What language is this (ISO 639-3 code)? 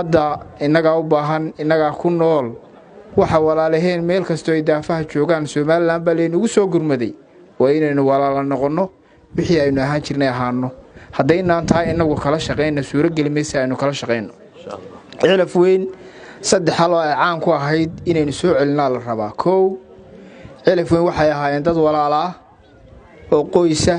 som